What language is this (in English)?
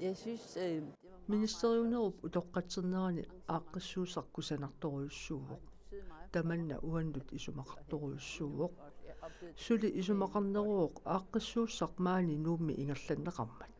Kalaallisut